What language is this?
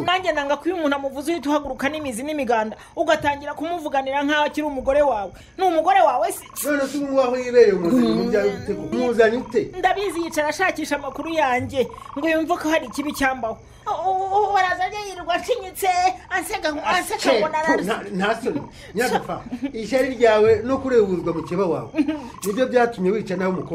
Kinyarwanda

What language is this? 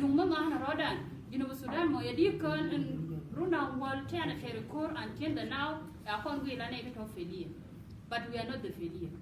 Nuer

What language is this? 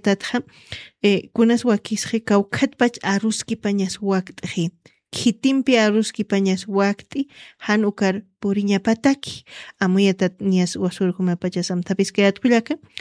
Aymara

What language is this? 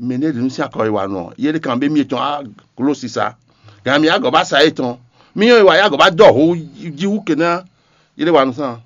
Fon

